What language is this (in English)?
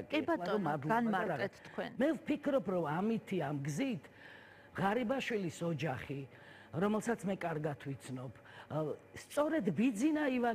Georgian